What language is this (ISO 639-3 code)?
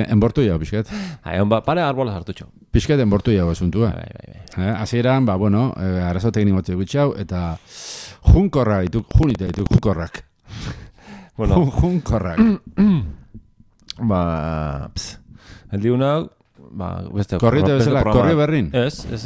eus